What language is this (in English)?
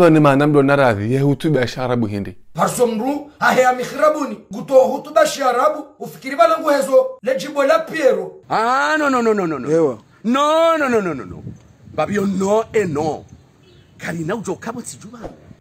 Ngazidja Comorian